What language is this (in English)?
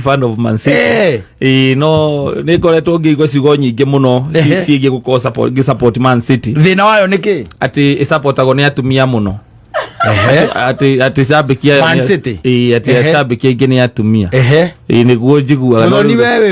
Kikuyu